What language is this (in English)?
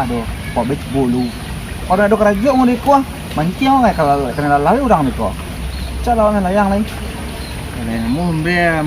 Minangkabau